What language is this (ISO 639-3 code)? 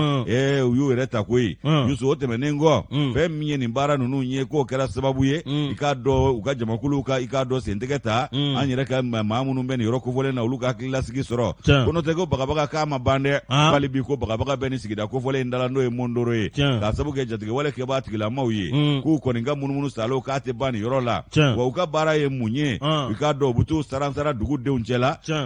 bam